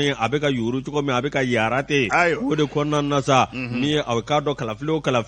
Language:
Bambara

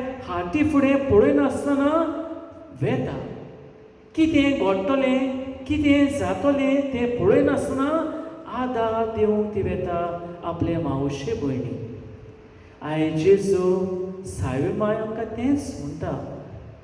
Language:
Konkani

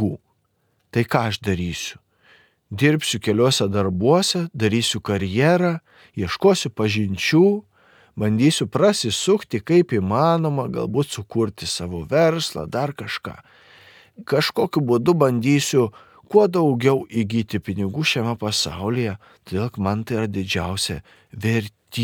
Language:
Lithuanian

